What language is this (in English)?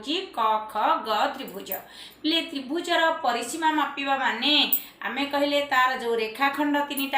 Odia